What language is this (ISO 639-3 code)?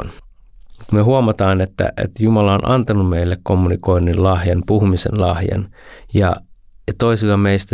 fin